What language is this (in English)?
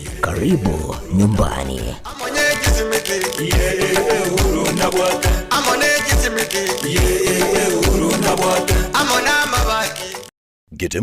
Gusii